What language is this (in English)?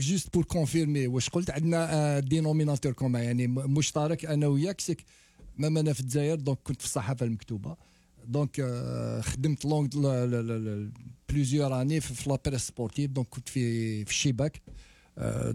Algerian Arabic